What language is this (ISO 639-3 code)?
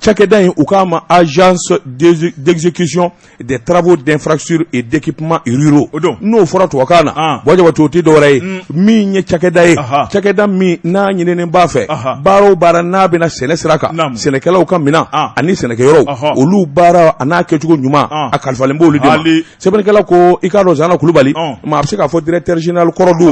bam